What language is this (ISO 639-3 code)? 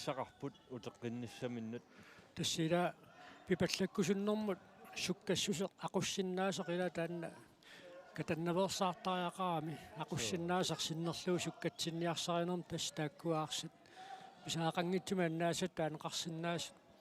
kal